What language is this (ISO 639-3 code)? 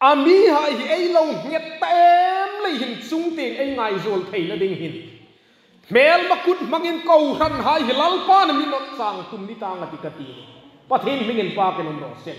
hmr